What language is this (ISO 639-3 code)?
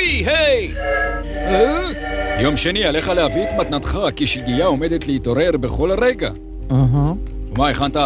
heb